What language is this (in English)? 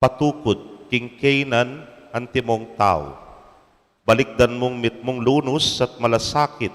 Pampanga